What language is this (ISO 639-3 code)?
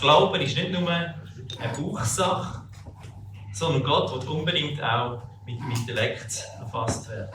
gsw